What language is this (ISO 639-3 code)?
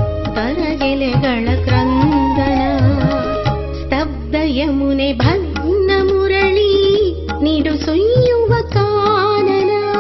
kan